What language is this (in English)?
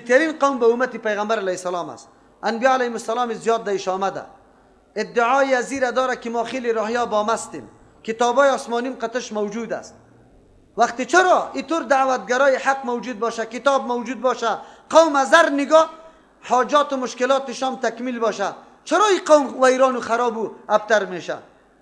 Persian